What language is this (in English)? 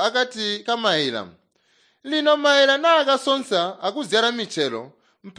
Tonga (Zambia)